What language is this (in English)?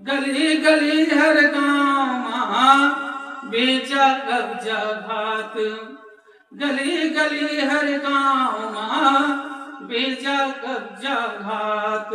Chhattisgarhi